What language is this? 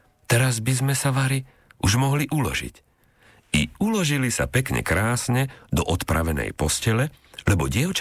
Slovak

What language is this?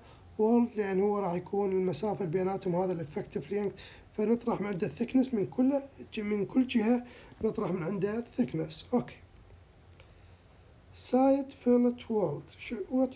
Mesopotamian Arabic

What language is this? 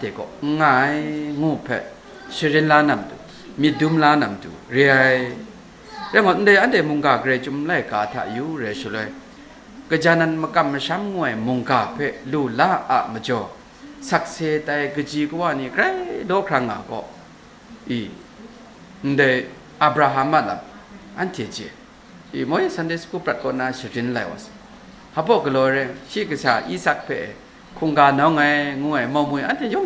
Kachin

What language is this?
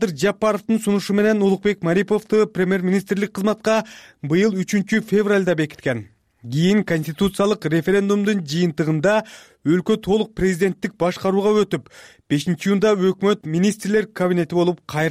Kyrgyz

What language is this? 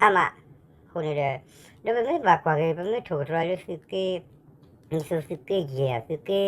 S'gaw Karen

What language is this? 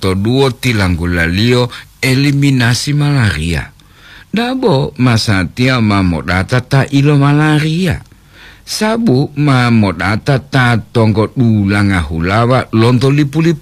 Gorontalo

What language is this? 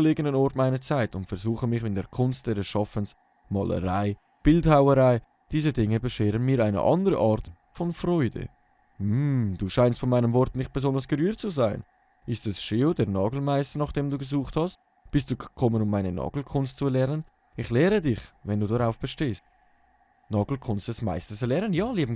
Swiss German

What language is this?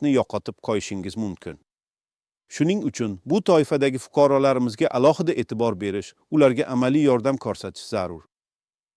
Uzbek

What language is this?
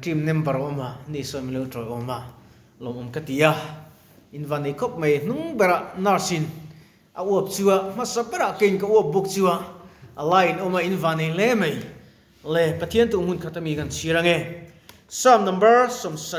Mizo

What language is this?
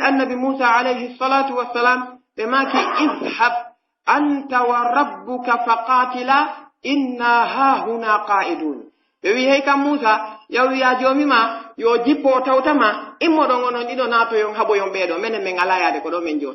Pular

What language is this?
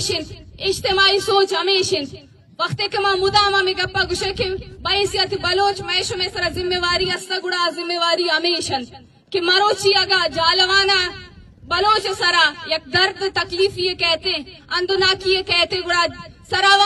Eastern Balochi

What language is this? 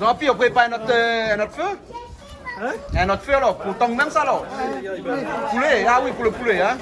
Réunion Creole French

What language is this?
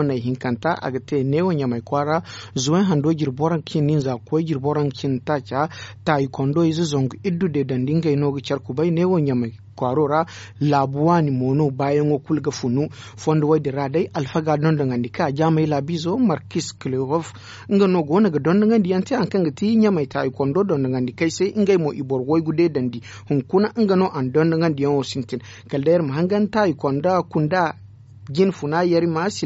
Zarma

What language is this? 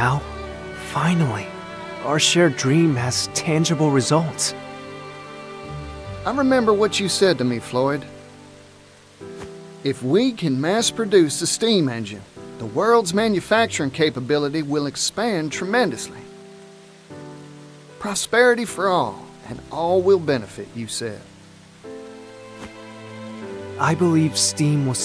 English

